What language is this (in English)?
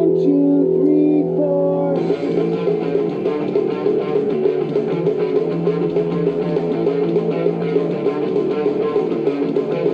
English